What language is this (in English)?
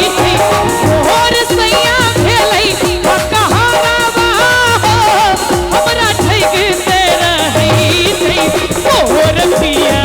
Maithili